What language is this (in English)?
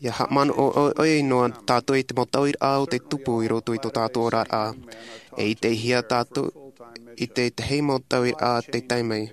Tahitian